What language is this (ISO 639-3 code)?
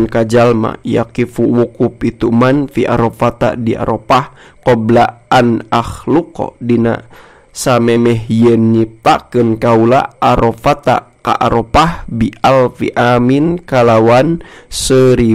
sun